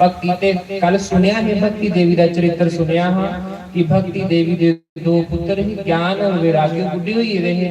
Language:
Dogri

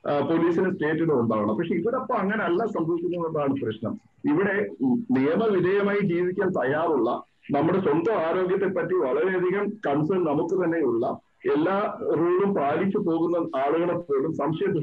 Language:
Malayalam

